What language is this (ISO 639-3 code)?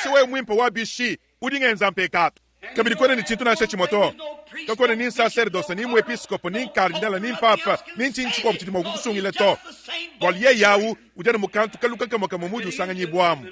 lua